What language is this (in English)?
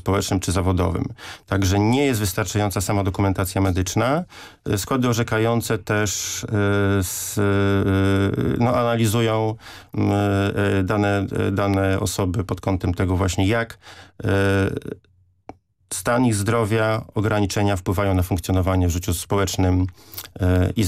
Polish